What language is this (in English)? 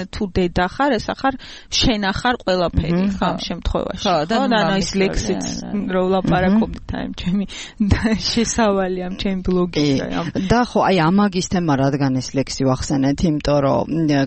Georgian